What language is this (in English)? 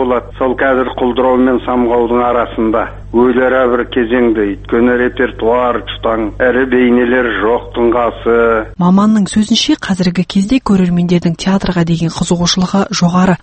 Kazakh